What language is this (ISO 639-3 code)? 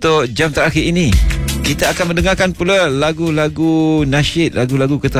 msa